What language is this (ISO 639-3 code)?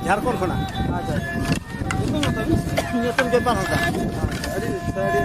sat